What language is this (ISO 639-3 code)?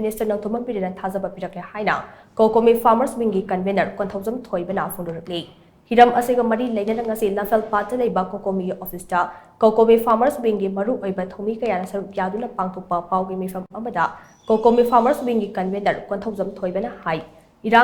mni